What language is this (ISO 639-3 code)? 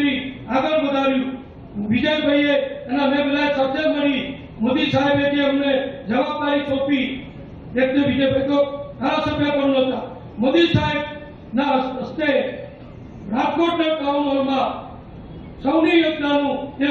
guj